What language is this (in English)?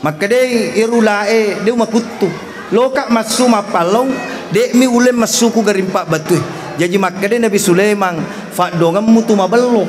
Buginese